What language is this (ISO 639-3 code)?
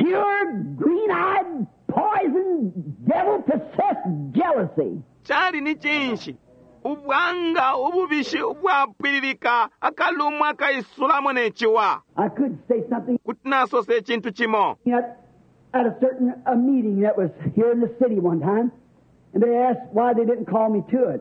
bem